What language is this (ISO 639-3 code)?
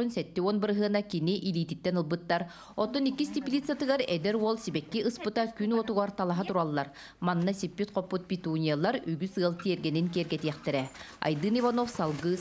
sah